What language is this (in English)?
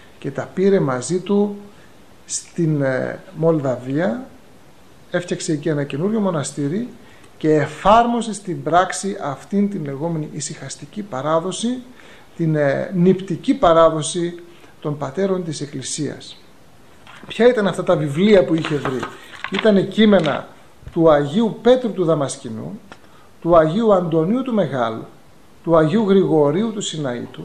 Greek